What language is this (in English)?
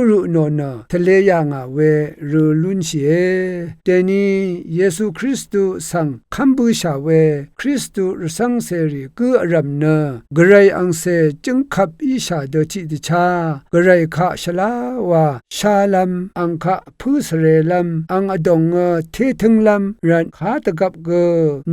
Rawang